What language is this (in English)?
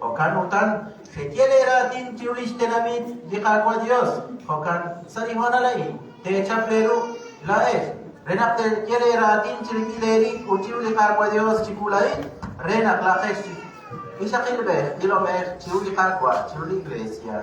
Kekchí